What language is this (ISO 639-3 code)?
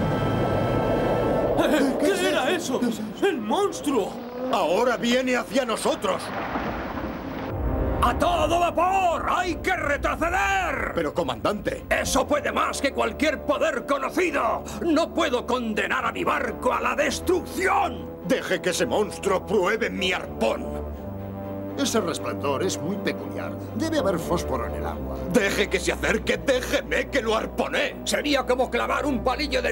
spa